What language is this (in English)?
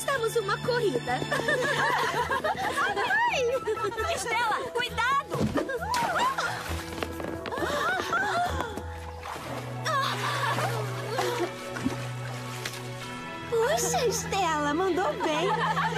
Portuguese